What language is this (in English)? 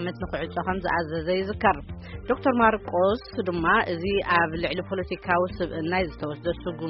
Tigrinya